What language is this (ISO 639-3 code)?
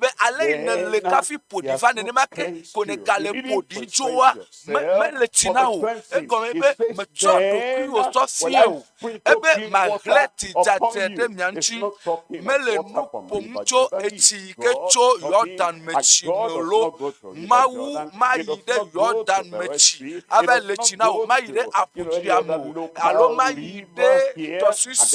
ewe